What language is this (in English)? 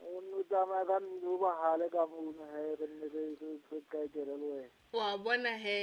Southern Sotho